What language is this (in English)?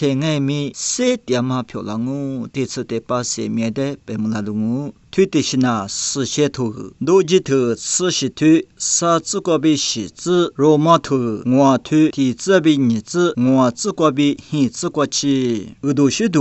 Lisu